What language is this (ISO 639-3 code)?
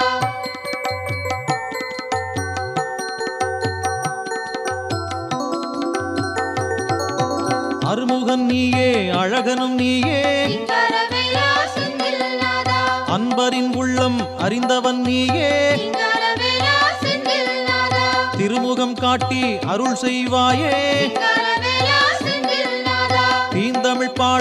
tam